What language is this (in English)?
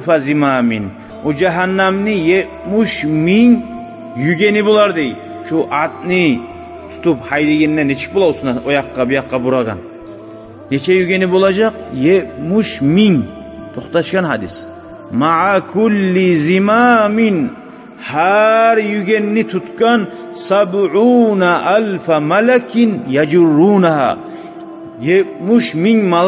Kumyk